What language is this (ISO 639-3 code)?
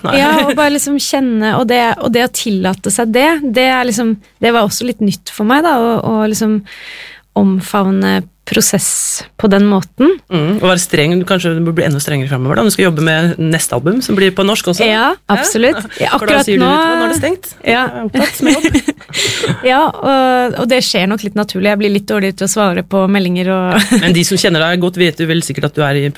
nor